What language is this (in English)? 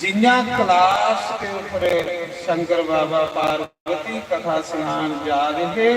Dogri